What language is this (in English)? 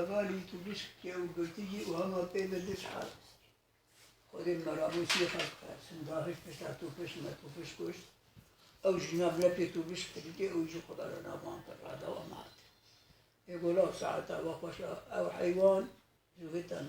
Kurdish